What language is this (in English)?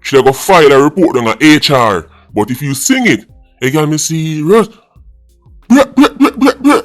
Jamaican Creole English